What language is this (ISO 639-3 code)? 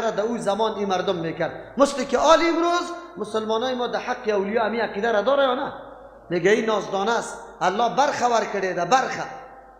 fas